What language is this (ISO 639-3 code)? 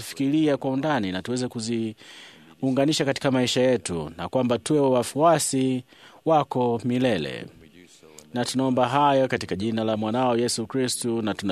swa